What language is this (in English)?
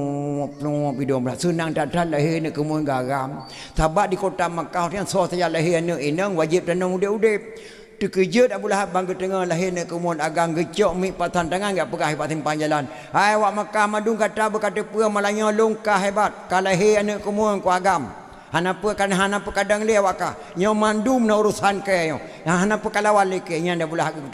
Achinese